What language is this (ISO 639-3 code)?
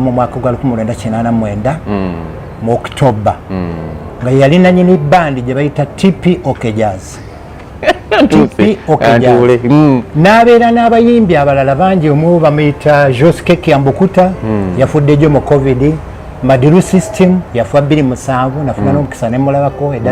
lug